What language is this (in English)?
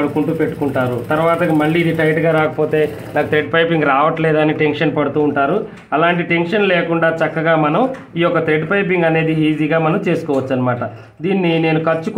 Telugu